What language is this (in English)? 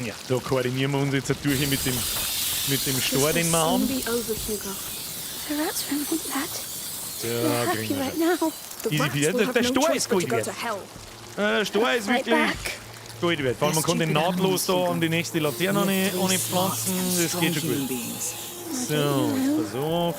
Bavarian